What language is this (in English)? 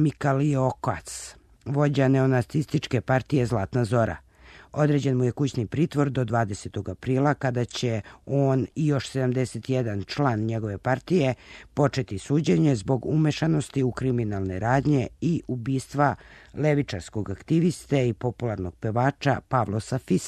Serbian